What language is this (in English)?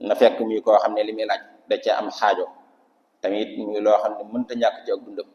Wolof